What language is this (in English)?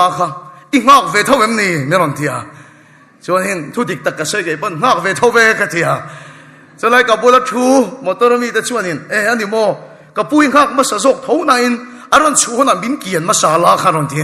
Mizo